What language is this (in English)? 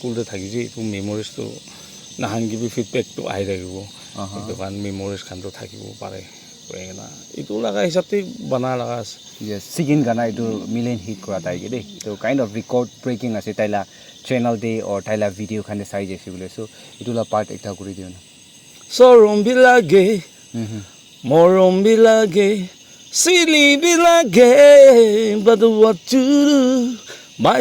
Naga Pidgin